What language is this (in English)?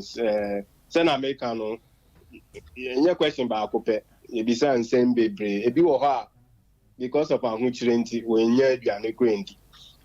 Akan